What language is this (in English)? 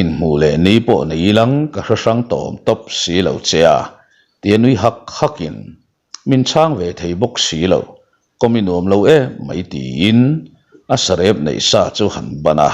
Mizo